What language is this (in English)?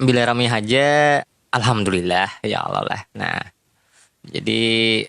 Banjar